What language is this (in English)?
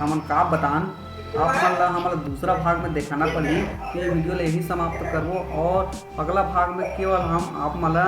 Chhattisgarhi